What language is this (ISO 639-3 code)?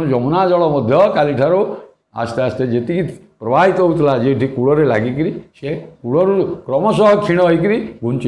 ori